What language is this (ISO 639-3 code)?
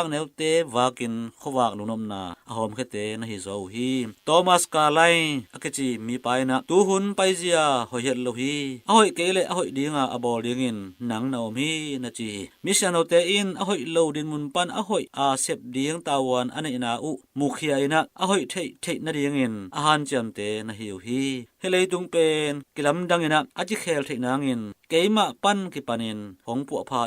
ctd